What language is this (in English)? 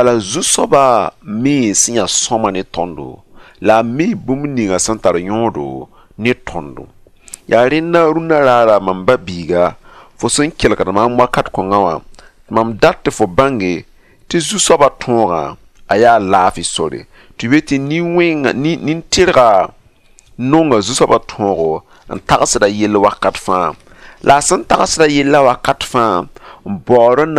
Mossi